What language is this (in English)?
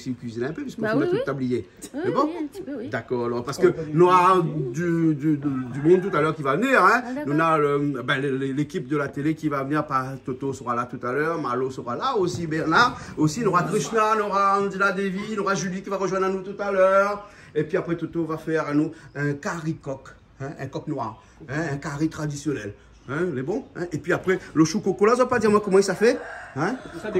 Réunion Creole French